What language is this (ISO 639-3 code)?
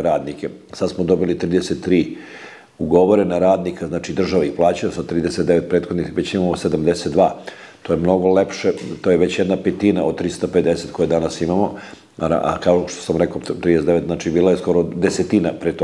srp